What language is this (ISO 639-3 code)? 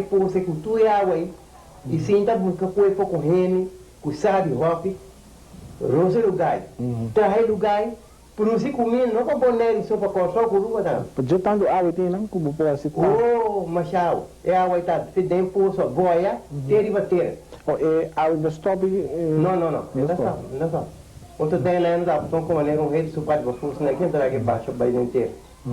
pap